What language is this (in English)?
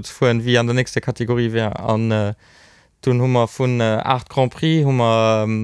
Luxembourgish